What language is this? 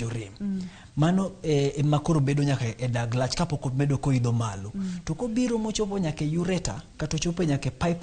Luo (Kenya and Tanzania)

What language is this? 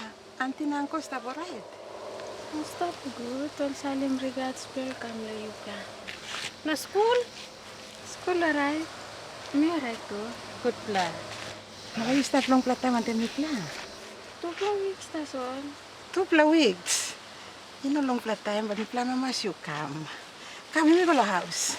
Tok Pisin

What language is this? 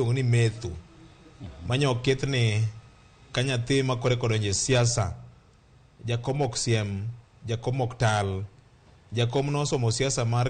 Luo (Kenya and Tanzania)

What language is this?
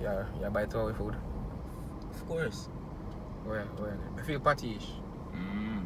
Jamaican Creole English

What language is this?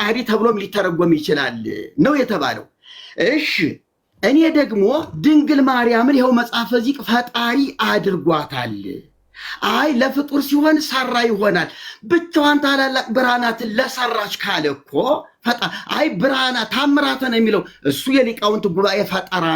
Amharic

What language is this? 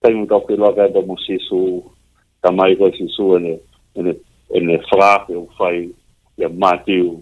Tongan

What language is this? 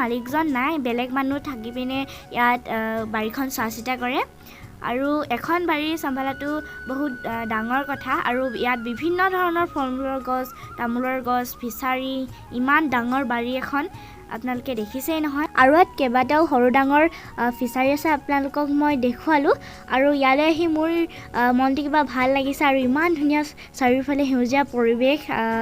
Assamese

